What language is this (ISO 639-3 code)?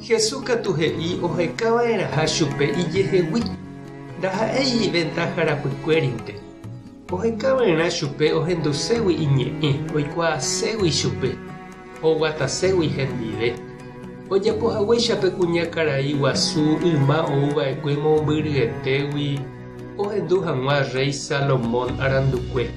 grn